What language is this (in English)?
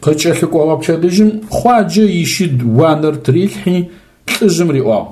Adyghe